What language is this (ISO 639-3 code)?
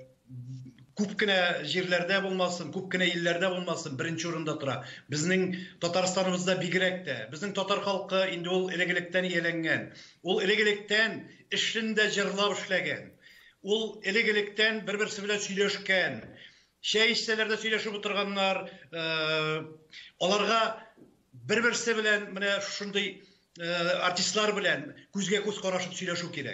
tat